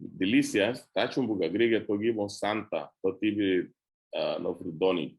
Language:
Garifuna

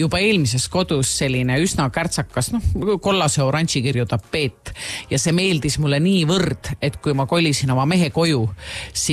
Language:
Estonian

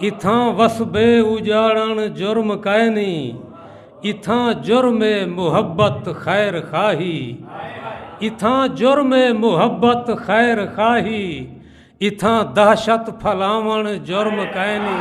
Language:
Saraiki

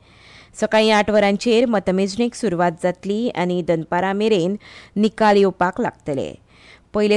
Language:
Konkani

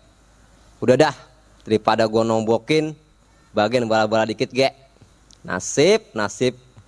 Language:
Betawi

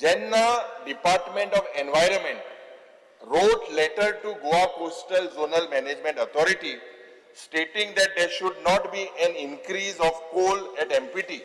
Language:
Konkani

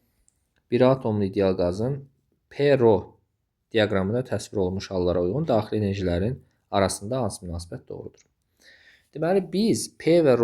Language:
Azerbaijani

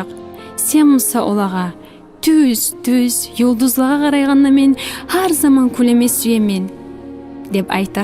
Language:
Kumyk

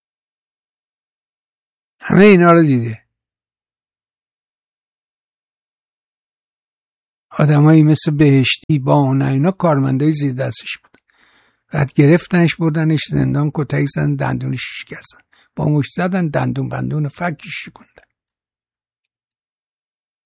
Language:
Persian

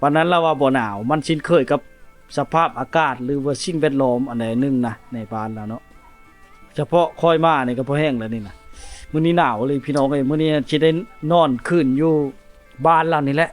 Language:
Lao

